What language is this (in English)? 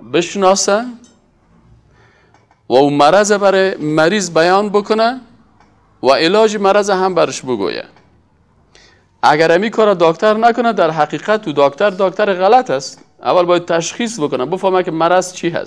Persian